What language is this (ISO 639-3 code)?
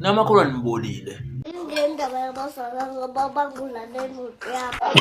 zul